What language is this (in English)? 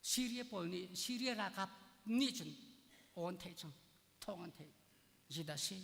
Hakha Chin